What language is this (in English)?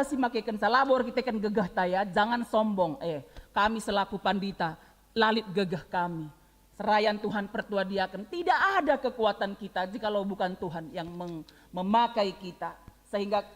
Batak Karo